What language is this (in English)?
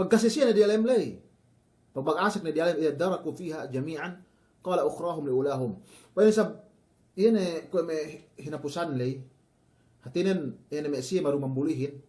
Yakan